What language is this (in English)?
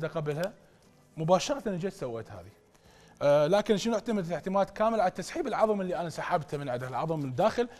Mesopotamian Arabic